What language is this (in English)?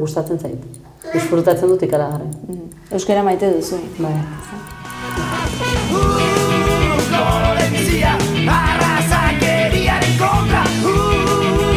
Basque